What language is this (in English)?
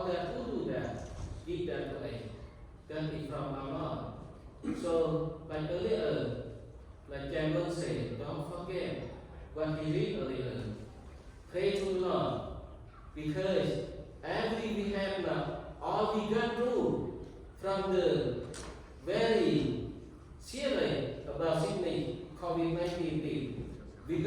Central Mnong